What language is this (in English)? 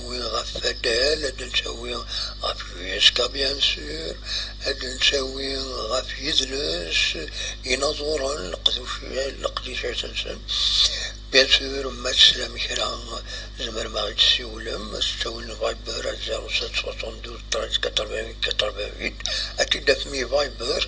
Kabyle